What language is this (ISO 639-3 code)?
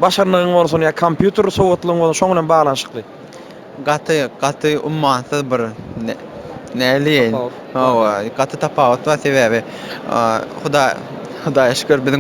tuk